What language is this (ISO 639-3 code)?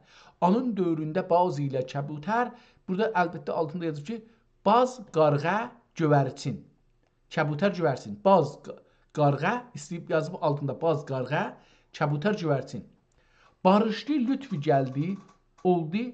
azb